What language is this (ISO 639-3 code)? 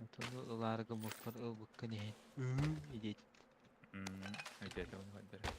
sah